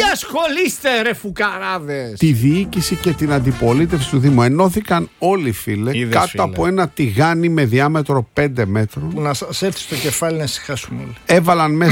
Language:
Greek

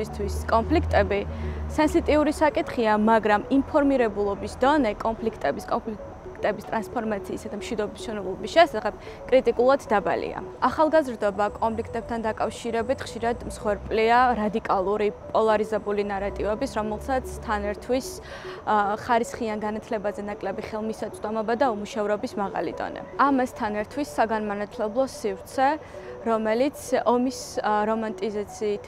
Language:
Georgian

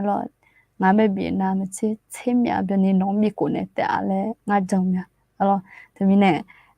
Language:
Akha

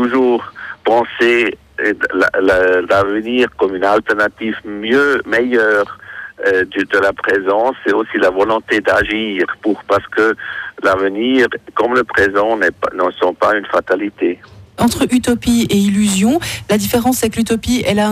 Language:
French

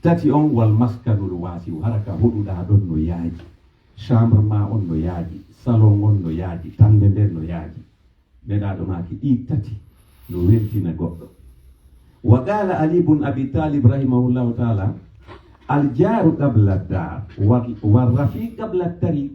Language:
Pular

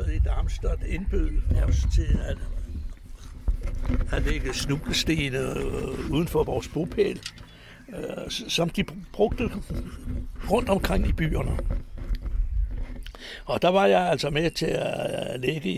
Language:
Danish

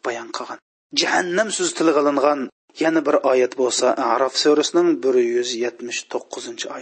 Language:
Uyghur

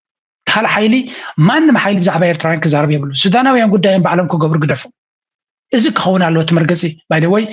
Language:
Tigrinya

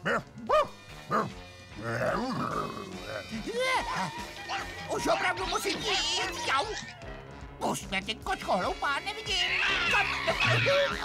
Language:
Czech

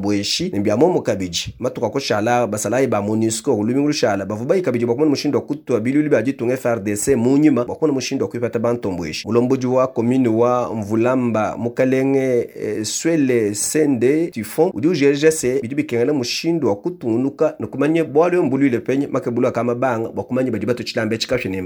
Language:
Luba-Lulua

